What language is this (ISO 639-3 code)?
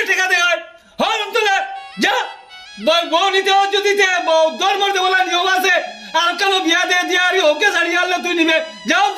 syl